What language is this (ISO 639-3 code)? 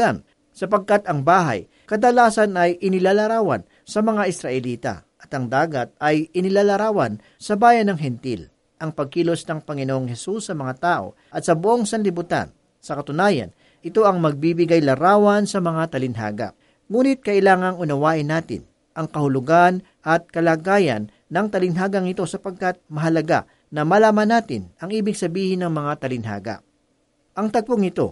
fil